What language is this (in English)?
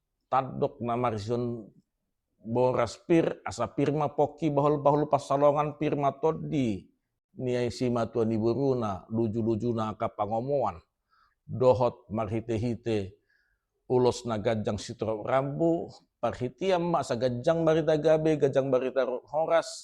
Batak Toba